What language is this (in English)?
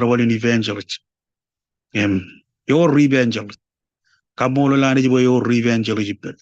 Marshallese